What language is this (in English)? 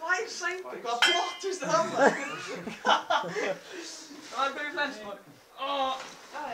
Icelandic